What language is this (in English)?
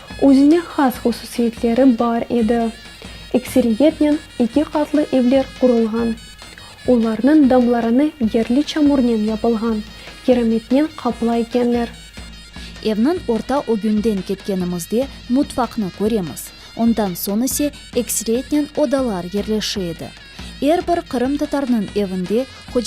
Crimean Tatar